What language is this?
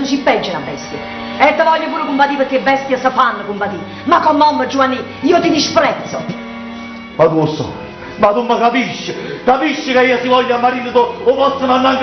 Neapolitan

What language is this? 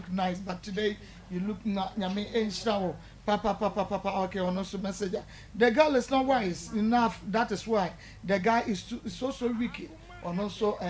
Akan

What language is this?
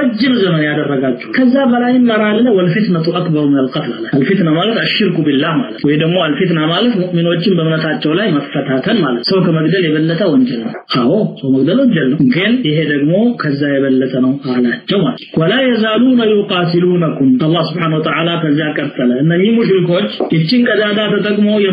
Amharic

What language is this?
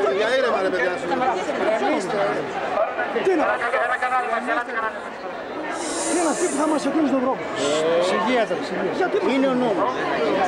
Greek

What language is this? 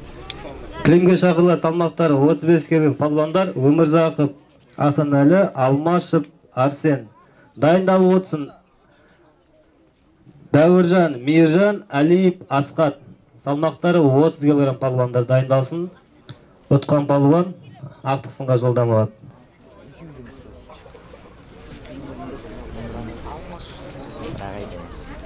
Kazakh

